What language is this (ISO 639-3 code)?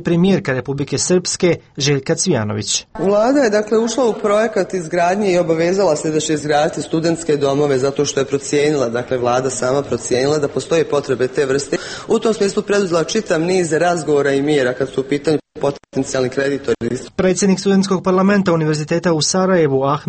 srp